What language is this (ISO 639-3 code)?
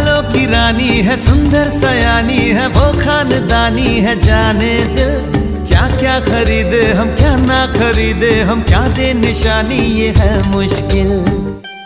hin